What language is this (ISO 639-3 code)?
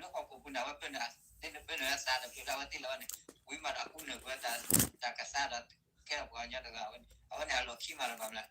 ksw